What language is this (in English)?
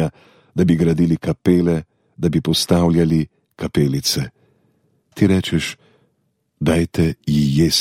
Slovenian